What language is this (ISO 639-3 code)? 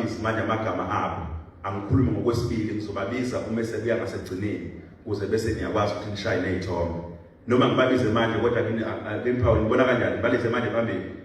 zul